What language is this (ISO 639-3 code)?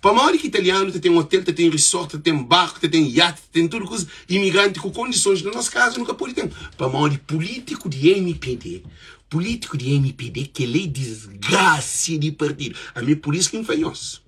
kea